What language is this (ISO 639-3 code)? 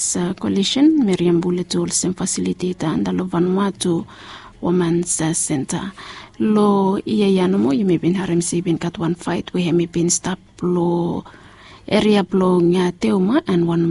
bis